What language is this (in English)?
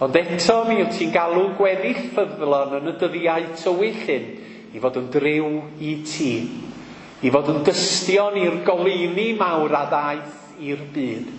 Welsh